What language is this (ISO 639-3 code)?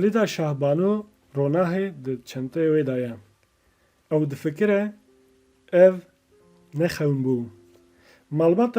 kur